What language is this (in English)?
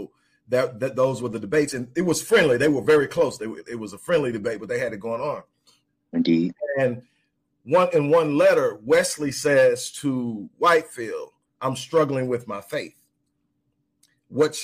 English